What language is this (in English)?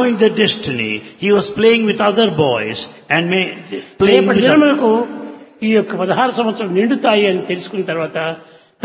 Telugu